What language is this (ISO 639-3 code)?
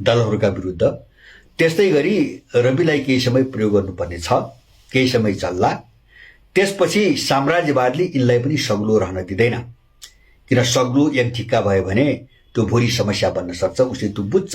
nep